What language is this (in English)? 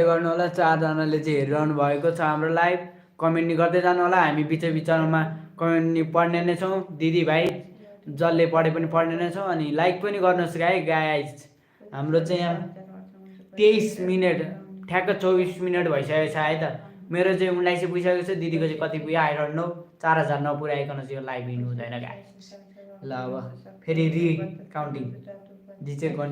Nepali